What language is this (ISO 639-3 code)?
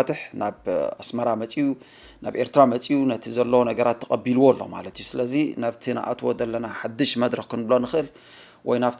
tir